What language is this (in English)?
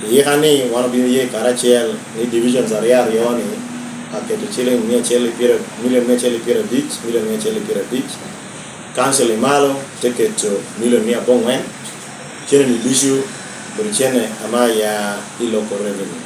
Lango (Uganda)